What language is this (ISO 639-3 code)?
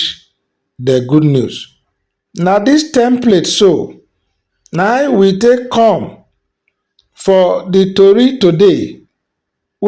pcm